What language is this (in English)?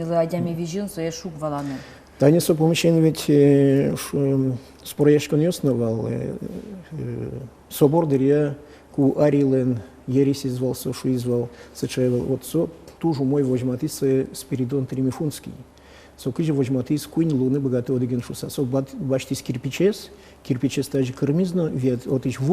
Udmurt